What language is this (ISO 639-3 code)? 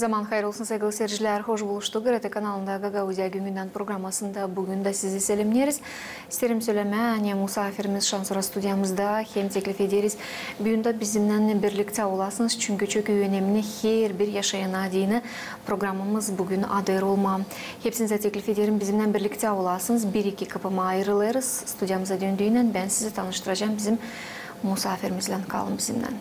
gag